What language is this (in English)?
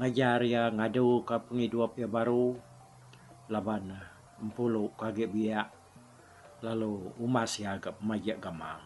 Iban